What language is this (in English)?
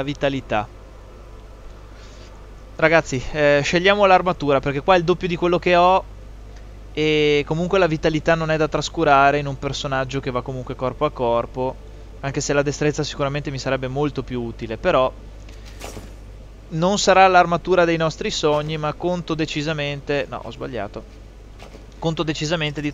Italian